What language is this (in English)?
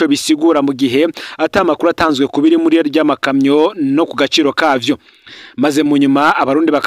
Rundi